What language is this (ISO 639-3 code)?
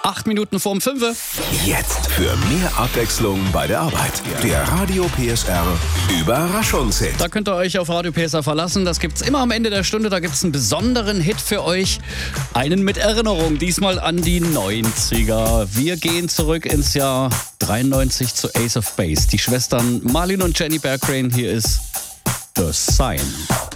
deu